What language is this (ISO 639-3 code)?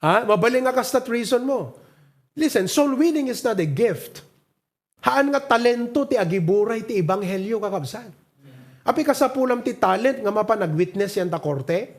ilo